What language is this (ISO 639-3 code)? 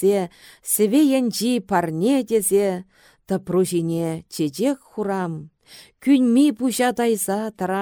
chv